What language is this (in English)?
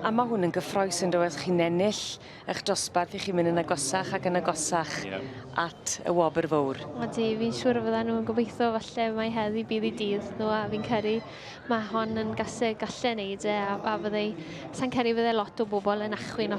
Welsh